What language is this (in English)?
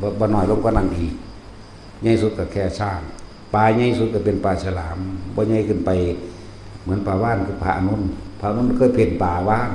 Northeastern Thai